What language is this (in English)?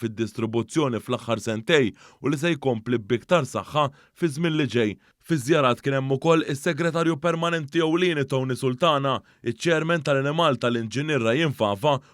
Maltese